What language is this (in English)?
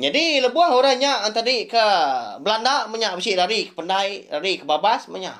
Iban